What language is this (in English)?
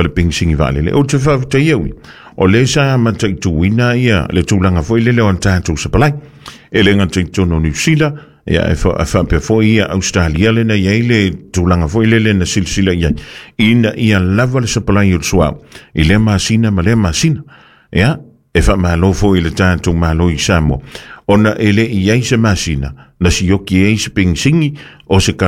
Samoan